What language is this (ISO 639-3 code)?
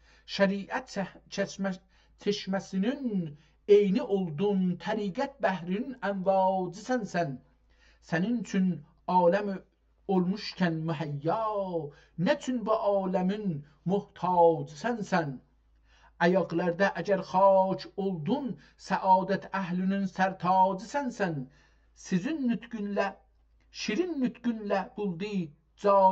azb